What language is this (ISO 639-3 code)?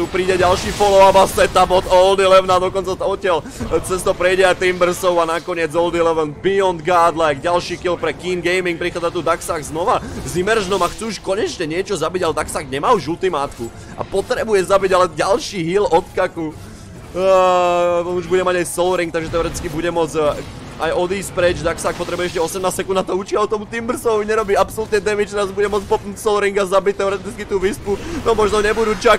slk